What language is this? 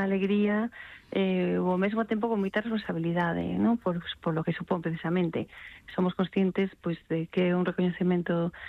Galician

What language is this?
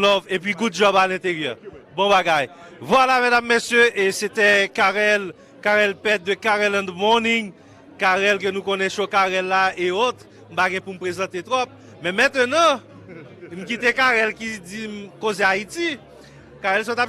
Haitian Creole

